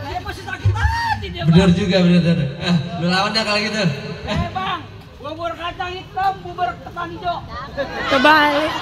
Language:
Betawi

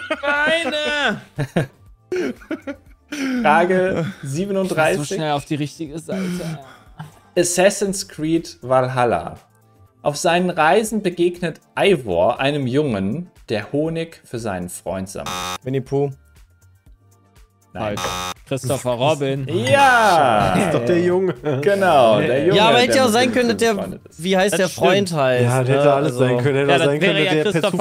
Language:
German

